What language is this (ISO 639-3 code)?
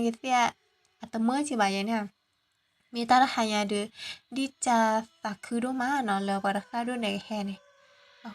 ksw